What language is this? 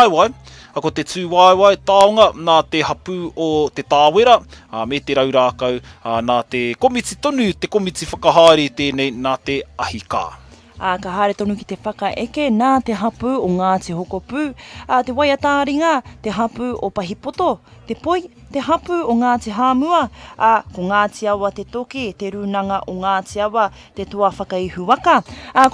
Māori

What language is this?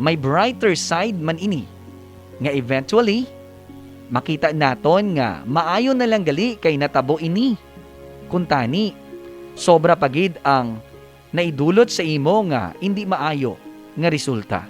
Hiligaynon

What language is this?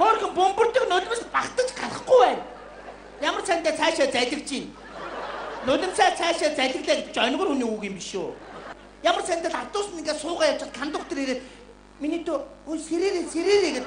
Mongolian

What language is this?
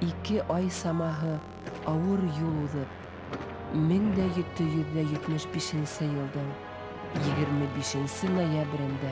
Bashkir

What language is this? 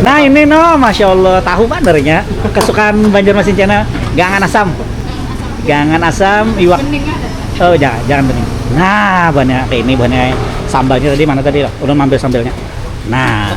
Banjar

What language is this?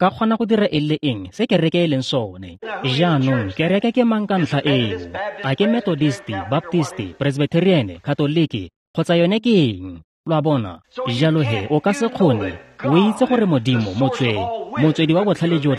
Tswana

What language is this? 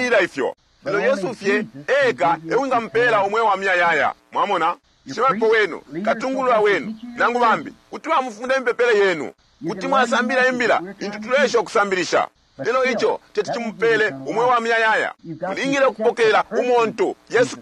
Bemba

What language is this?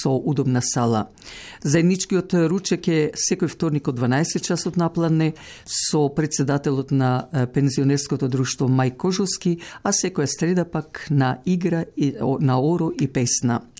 Macedonian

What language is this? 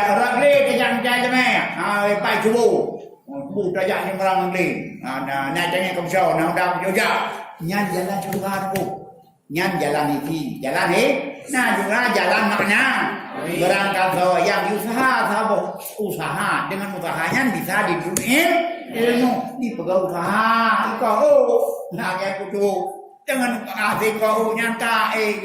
Achinese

